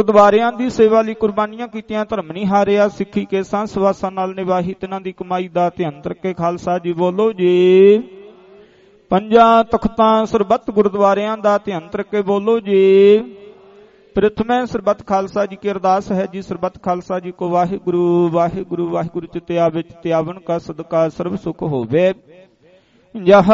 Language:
Punjabi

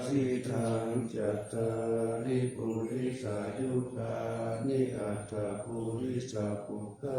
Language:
Pali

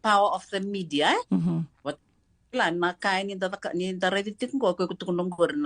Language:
Fijian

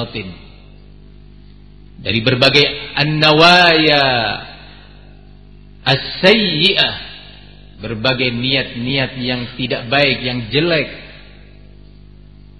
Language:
Indonesian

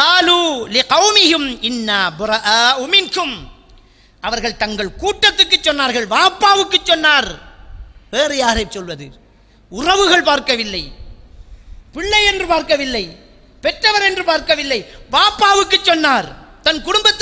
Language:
Tamil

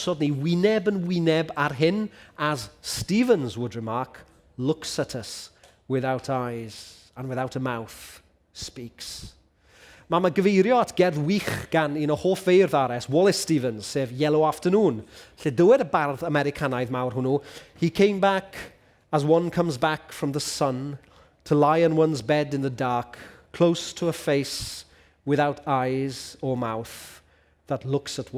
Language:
Welsh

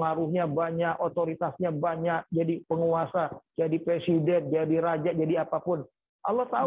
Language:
Indonesian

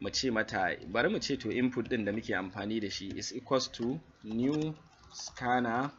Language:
Hausa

